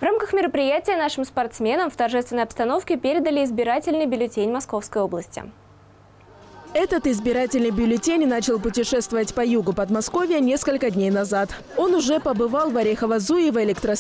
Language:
Russian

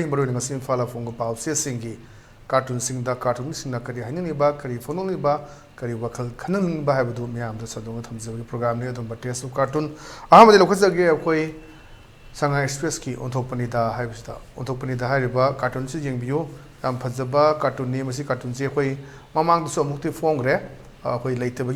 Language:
Manipuri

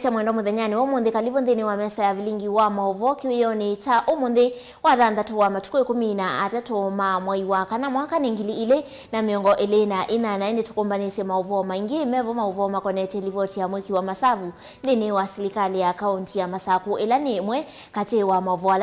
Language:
Kamba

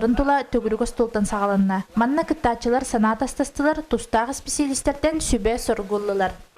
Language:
Yakut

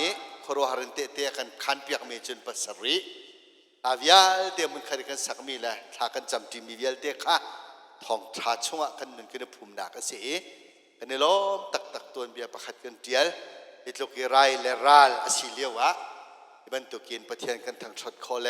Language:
Hakha Chin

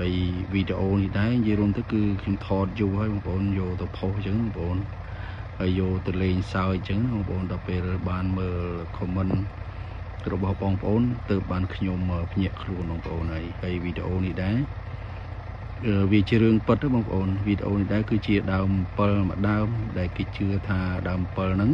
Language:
Khmer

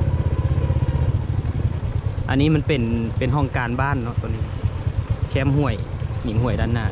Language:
Lao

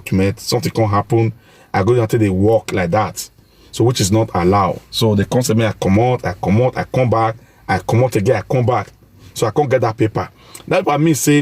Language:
Nigerian Pidgin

